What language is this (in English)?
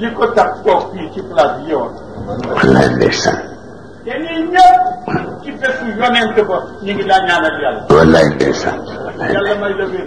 Wolof